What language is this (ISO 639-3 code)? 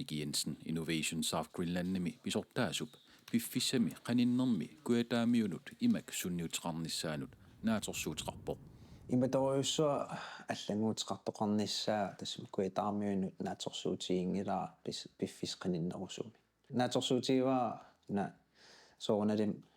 kal